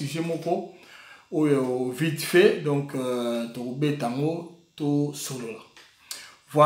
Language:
Lingala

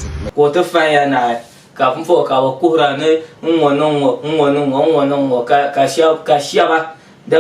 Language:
Dagbani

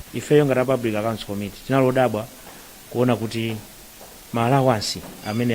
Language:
Nyanja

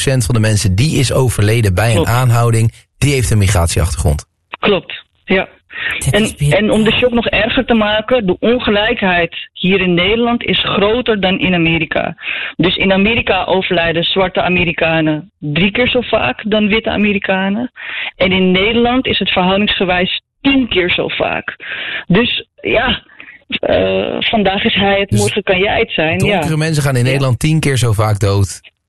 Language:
Dutch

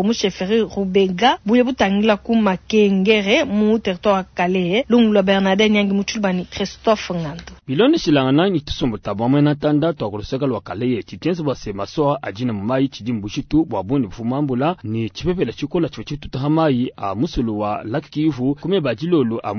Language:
Luba-Lulua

